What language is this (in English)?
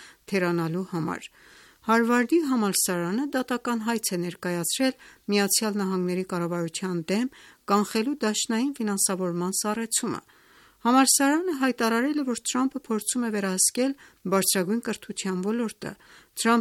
Armenian